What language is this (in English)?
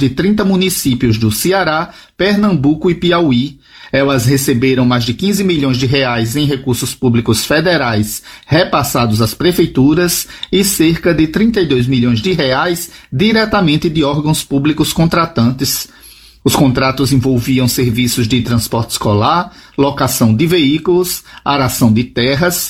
Portuguese